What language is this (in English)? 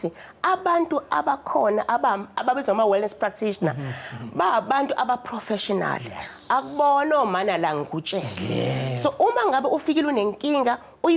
Zulu